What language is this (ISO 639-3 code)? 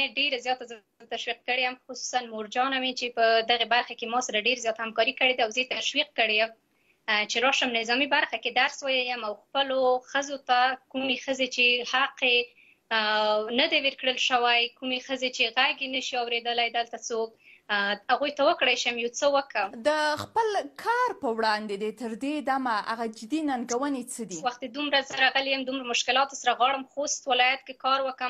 pus